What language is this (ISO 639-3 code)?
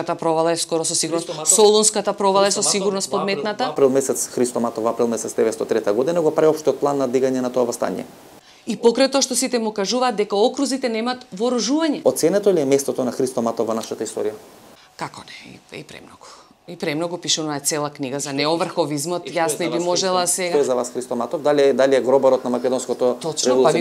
mkd